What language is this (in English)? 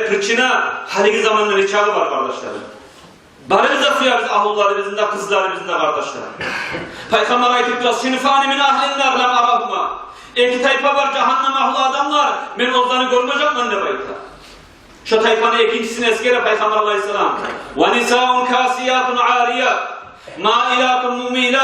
Kumyk